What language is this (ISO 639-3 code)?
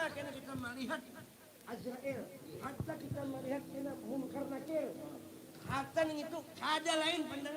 bjn